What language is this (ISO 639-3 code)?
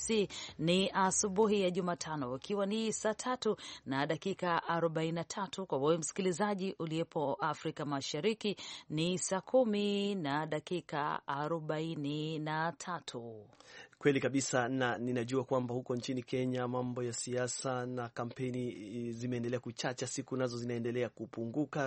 swa